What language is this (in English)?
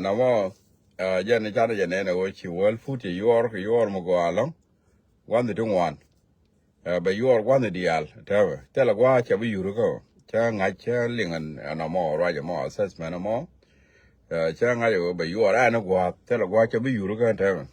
Nuer